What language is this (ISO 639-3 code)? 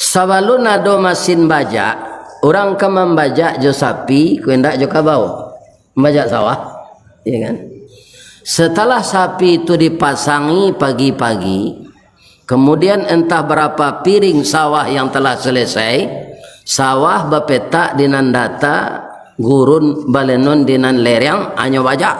min